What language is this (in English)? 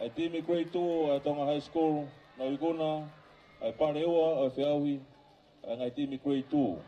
Tongan